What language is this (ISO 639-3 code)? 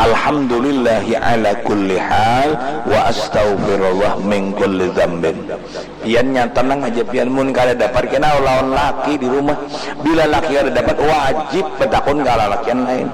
bjn